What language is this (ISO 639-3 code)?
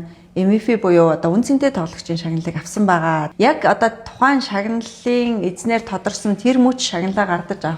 mon